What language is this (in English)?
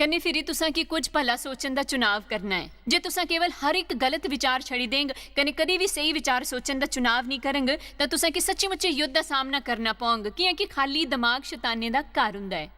Dogri